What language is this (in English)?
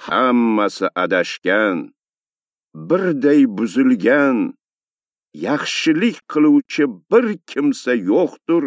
Uzbek